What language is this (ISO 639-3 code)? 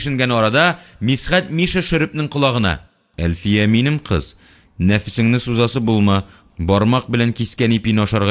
tat